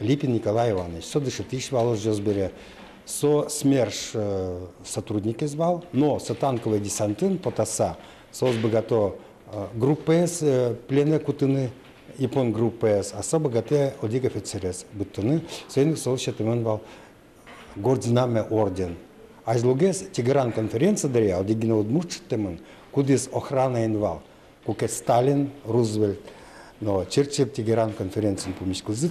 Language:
Udmurt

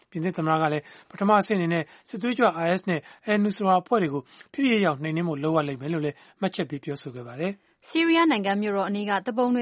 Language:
Burmese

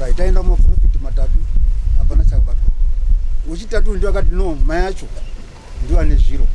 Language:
Shona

